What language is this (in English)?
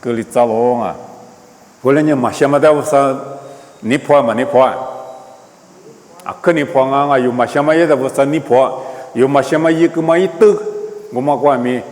Lisu